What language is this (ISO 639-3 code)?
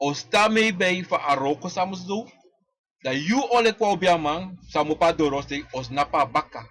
srn